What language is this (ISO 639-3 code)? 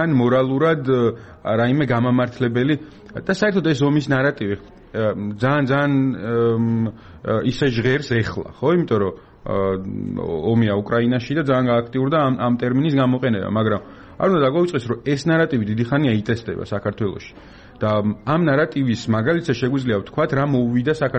kat